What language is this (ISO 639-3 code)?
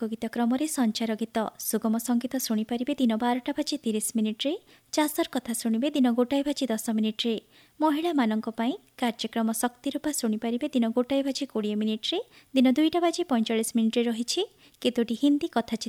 ori